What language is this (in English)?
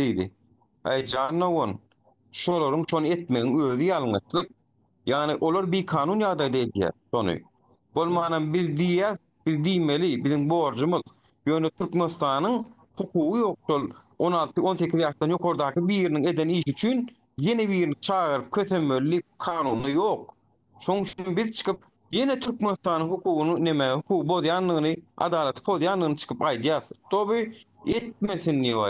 Turkmen